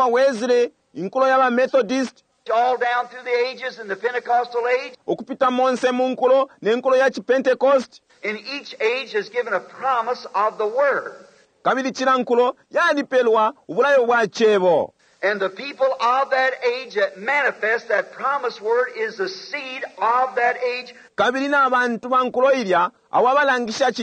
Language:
Bemba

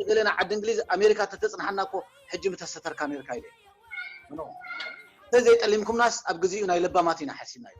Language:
Tigrinya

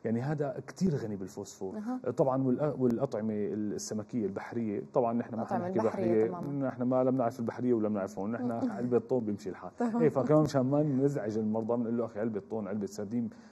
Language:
North Levantine Arabic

